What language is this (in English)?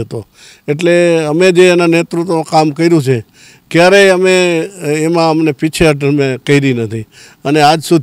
Gujarati